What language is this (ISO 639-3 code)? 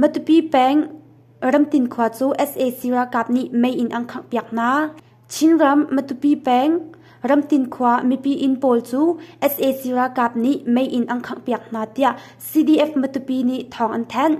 cnh